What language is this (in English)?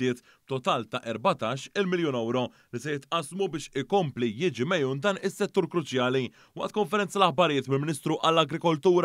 Maltese